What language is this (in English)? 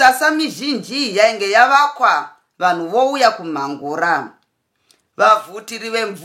Shona